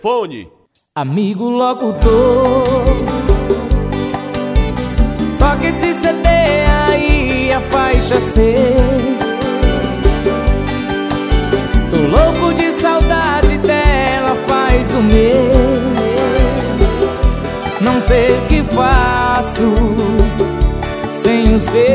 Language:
Portuguese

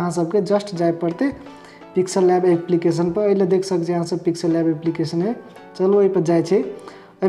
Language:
Maithili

